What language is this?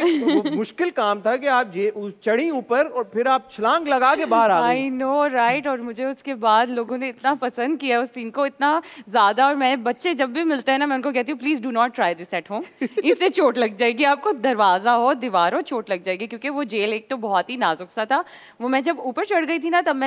Hindi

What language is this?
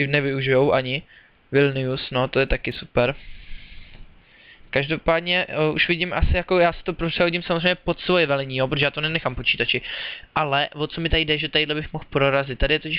Czech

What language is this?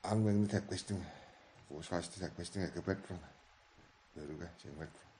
Tuvinian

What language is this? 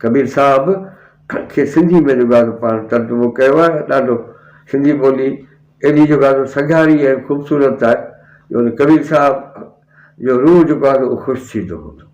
Sindhi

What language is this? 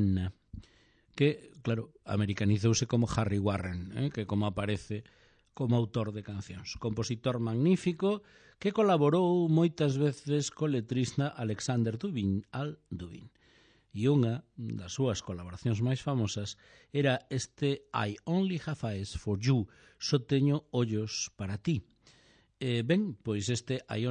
Galician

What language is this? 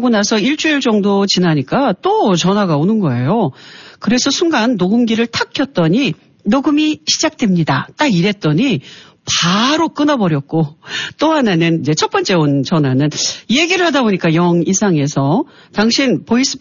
Korean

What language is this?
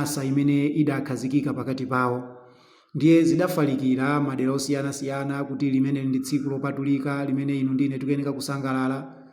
Nyanja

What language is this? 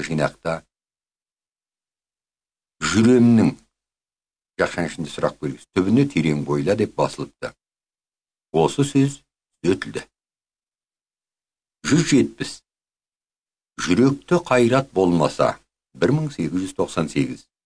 Kazakh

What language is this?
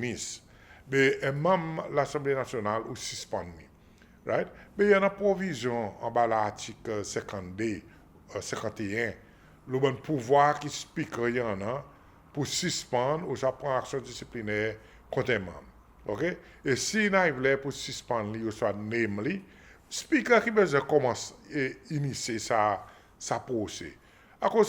Seselwa Creole French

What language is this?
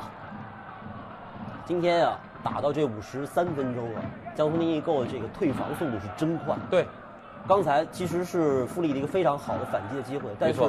Chinese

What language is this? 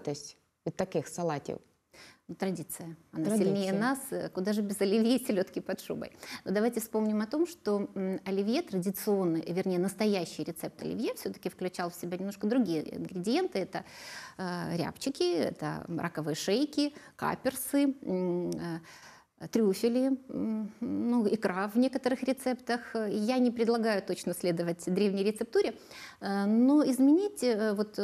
Russian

